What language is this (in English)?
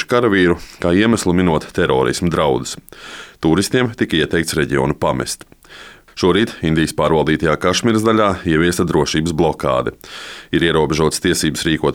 Latvian